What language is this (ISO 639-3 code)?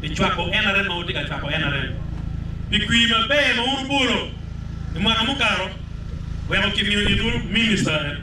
ach